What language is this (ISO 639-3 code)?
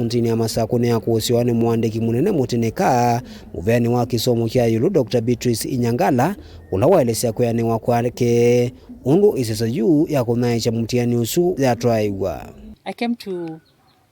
kam